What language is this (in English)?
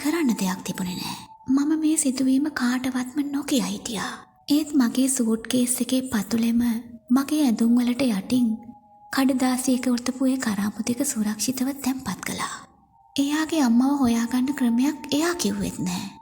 Sinhala